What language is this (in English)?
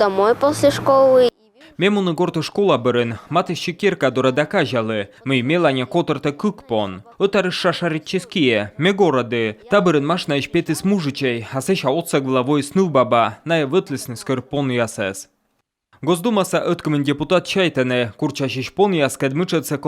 Komi